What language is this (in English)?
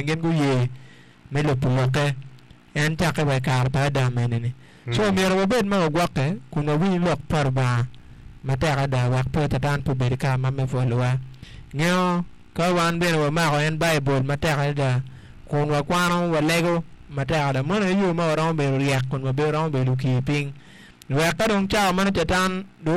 Acoli